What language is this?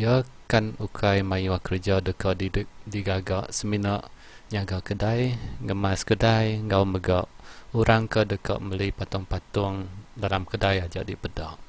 Iban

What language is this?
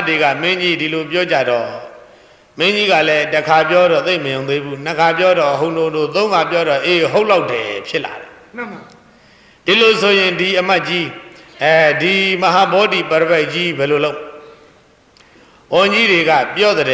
Burmese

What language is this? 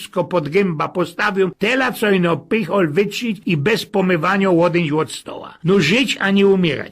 Silesian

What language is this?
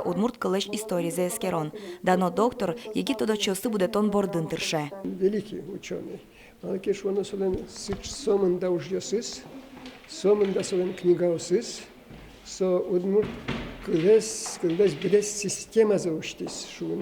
Udmurt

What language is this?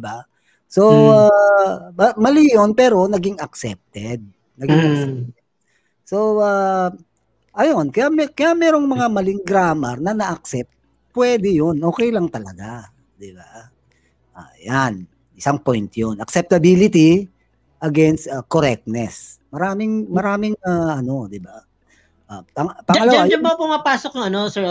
Filipino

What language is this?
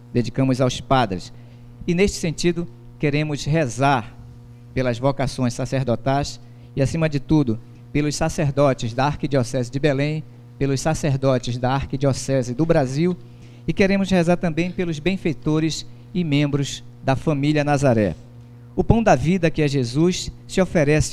Portuguese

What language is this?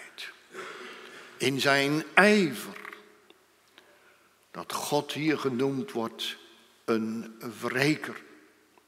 Dutch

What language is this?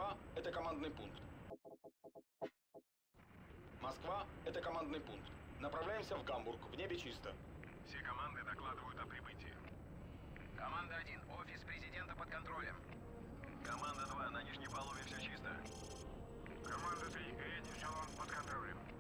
Russian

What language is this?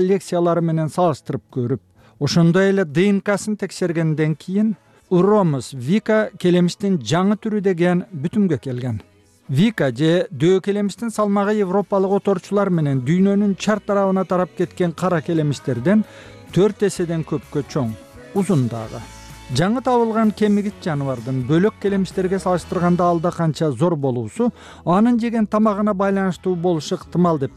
Kyrgyz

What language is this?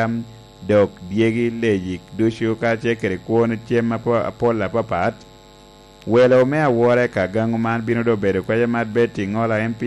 Lango (Uganda)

